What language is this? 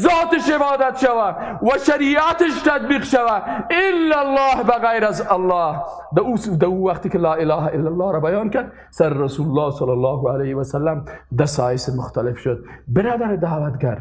Persian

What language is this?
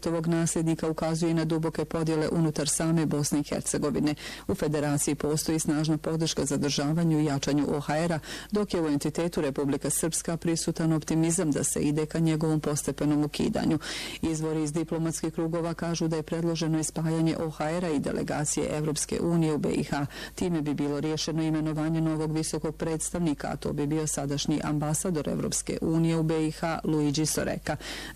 Bosnian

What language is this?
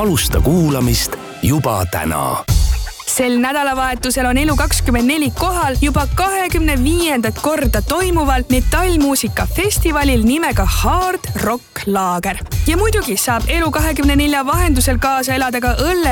Estonian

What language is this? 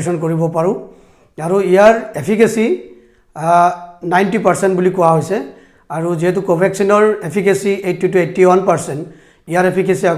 Assamese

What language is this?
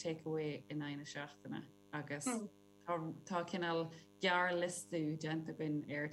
Irish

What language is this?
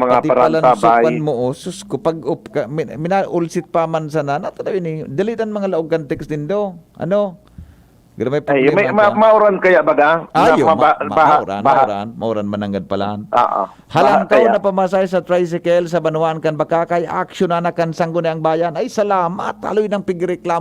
Bikol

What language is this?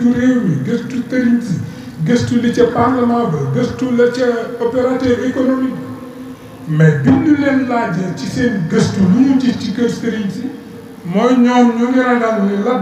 Wolof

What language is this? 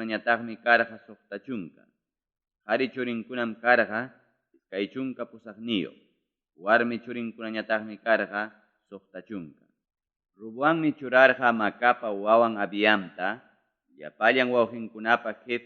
Ayacucho Quechua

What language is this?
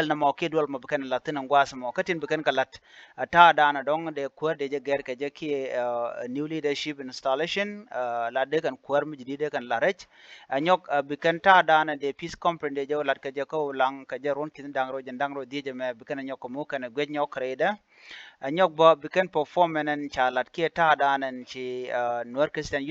Nuer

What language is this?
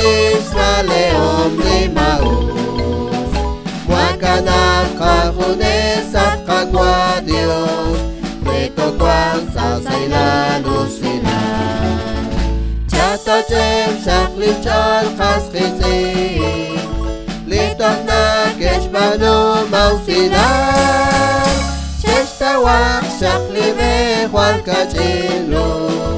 Kekchí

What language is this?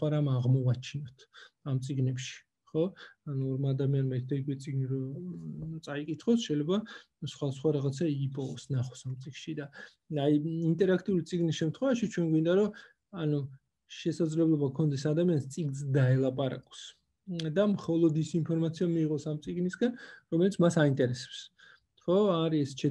Georgian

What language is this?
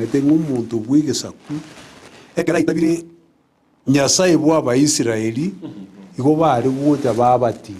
Gusii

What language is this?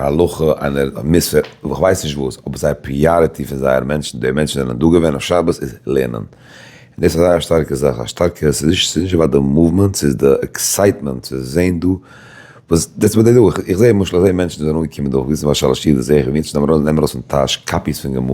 Yiddish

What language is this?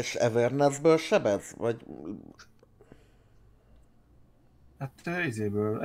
Hungarian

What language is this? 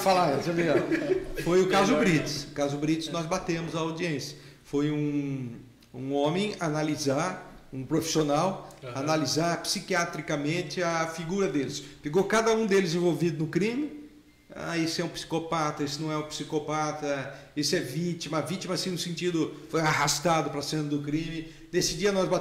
Portuguese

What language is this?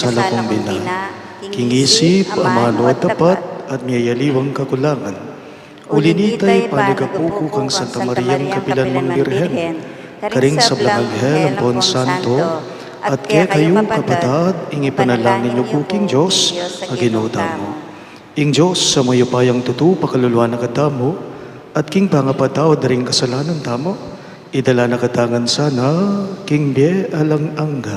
Pampanga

